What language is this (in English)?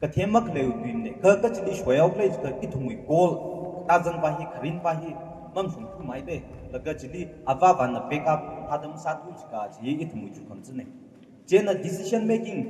Tangkhul Naga (India)